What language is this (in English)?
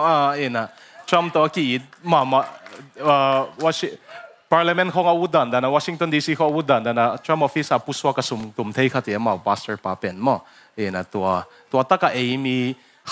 Tedim Chin